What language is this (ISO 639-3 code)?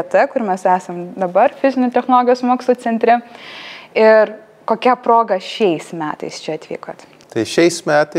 lit